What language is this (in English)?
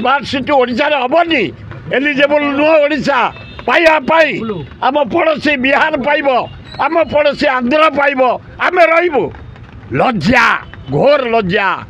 Odia